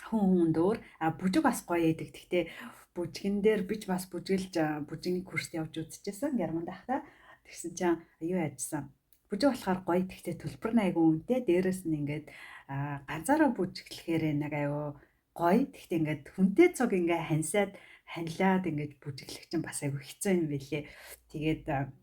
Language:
Mongolian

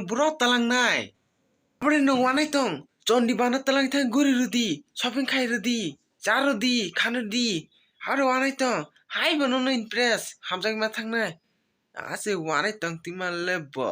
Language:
Kok Borok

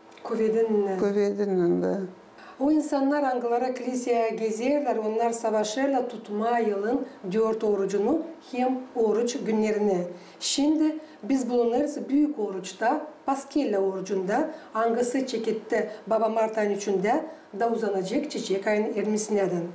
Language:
Gagauz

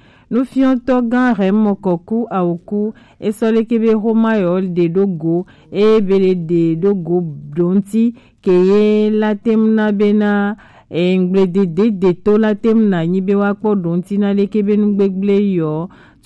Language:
Gen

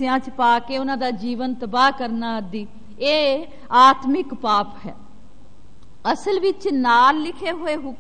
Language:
Punjabi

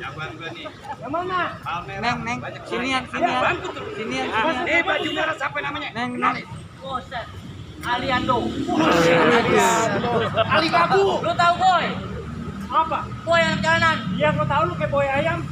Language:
Betawi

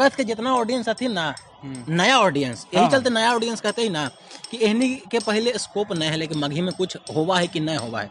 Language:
Magahi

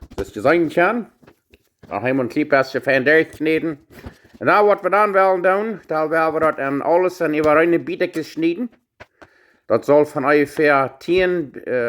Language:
Plautdietsch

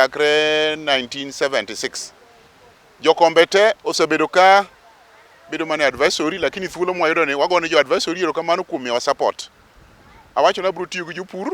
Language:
Luo (Kenya and Tanzania)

